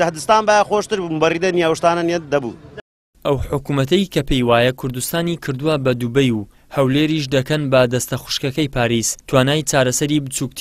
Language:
Central Kurdish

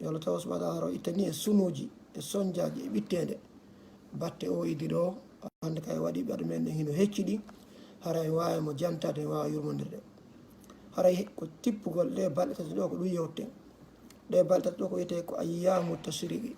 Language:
Fula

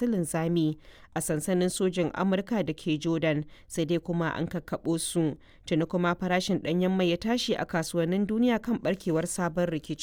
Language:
Hausa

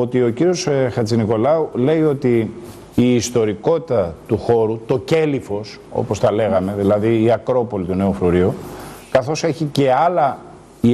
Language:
Greek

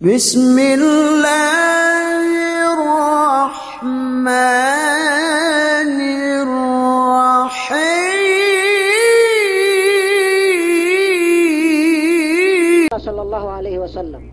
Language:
Yakan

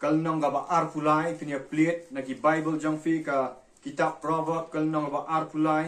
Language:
Khasi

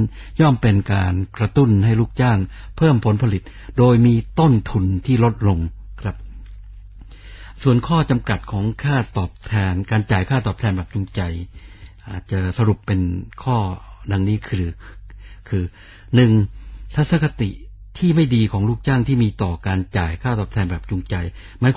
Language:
Thai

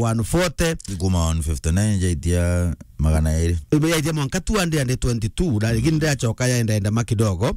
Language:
Meru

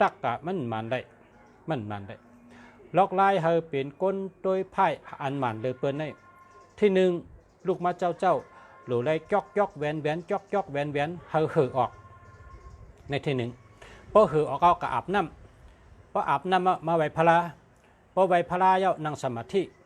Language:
Shan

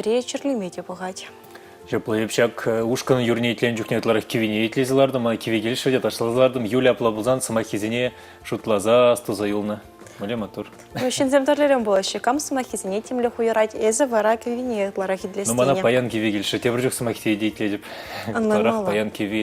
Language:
Chuvash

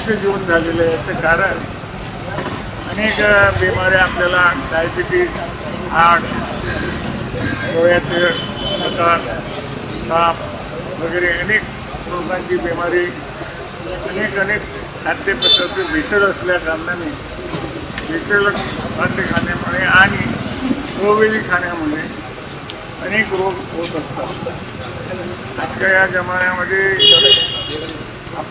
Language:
Marathi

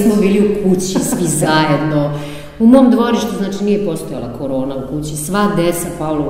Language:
Serbian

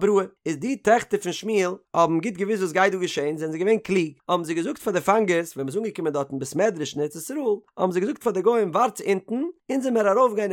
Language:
Yiddish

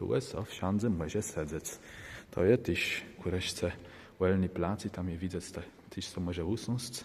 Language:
Kashubian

